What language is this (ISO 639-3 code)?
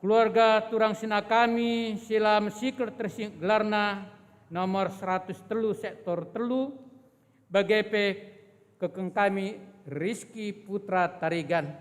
btx